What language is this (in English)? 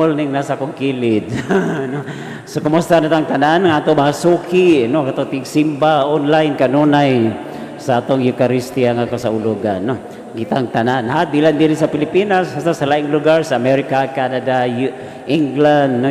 Cebuano